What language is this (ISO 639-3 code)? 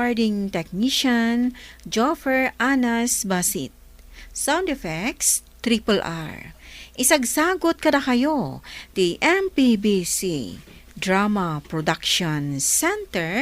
ilo